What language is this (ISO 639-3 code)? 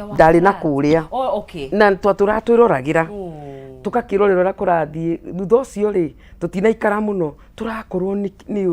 kik